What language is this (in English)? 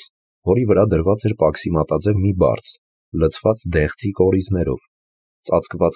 Armenian